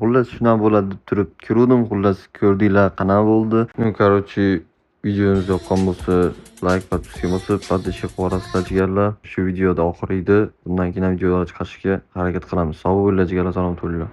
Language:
Uzbek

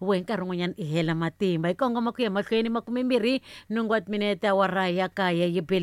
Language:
Tsonga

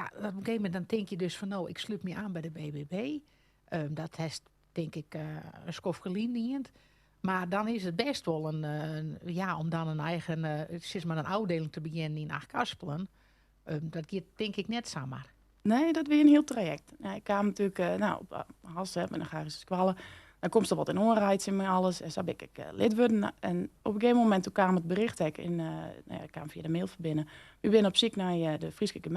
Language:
Western Frisian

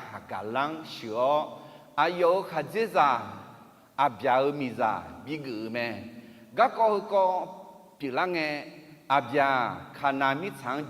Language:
Akha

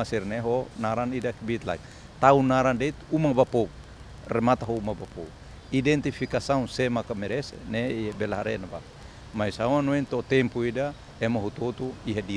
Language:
Tetum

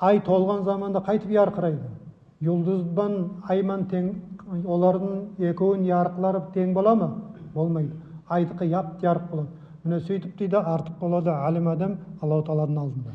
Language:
Nogai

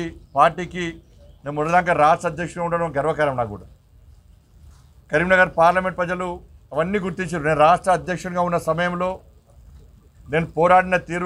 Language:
Telugu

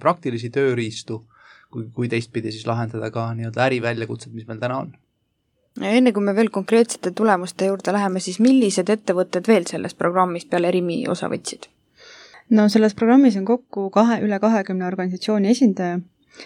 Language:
Estonian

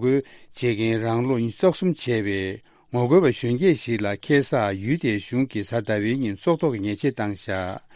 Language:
Tibetan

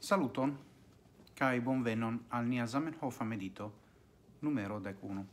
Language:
Esperanto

